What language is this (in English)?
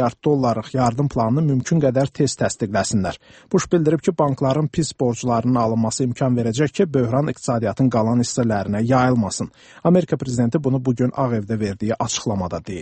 Azerbaijani